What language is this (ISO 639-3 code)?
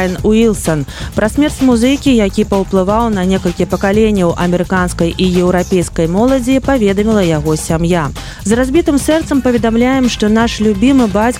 bel